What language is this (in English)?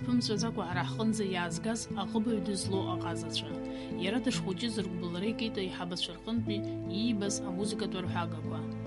Abkhazian